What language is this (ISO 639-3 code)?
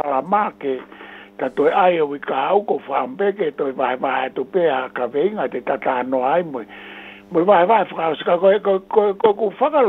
ton